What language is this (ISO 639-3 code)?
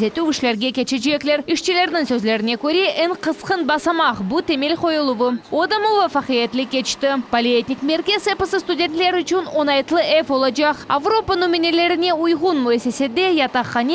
crh